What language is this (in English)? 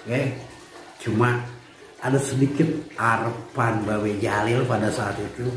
Betawi